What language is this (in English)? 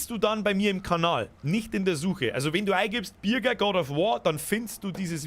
Bavarian